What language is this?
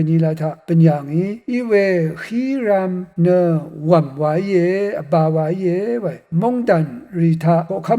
Rawang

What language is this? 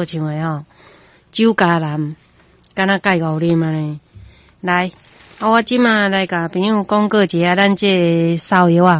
Min Nan Chinese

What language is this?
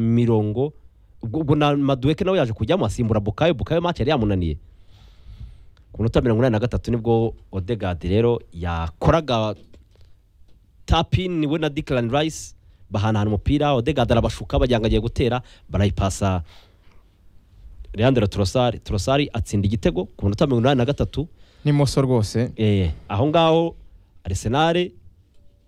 Kinyarwanda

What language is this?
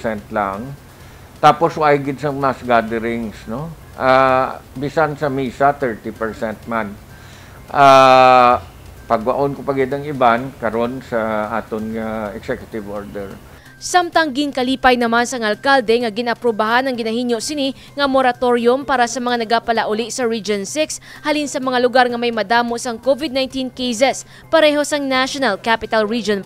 Hiligaynon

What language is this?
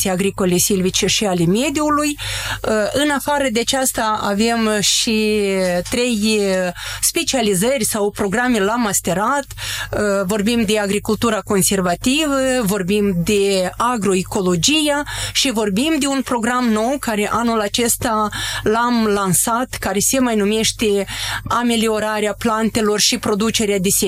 Romanian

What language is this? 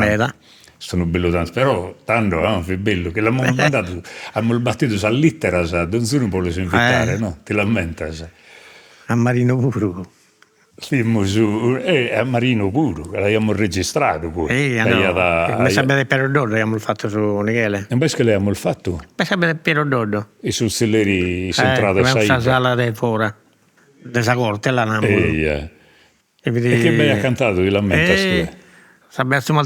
Sardinian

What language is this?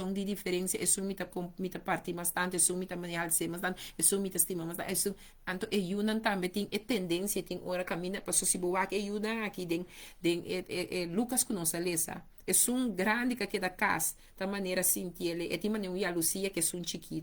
Papiamento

